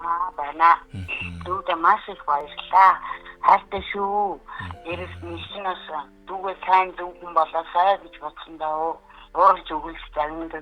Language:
Mongolian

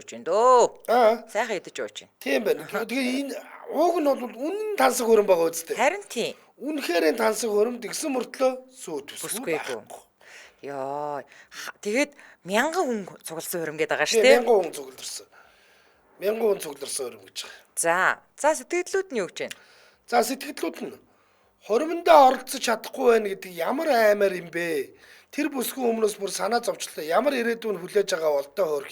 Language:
Mongolian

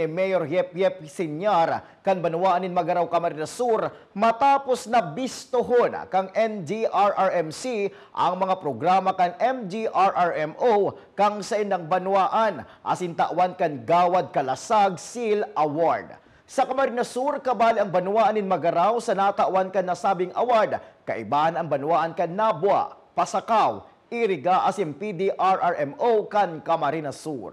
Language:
Bikol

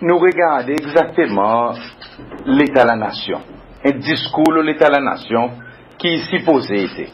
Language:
Seselwa Creole French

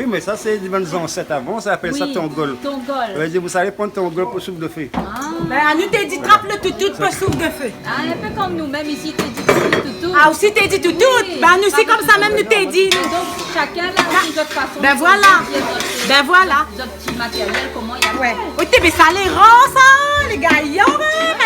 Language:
Réunion Creole French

